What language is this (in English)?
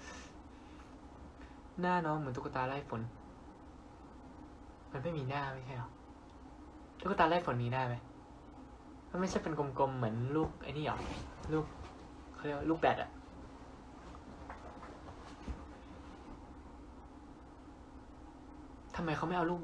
Thai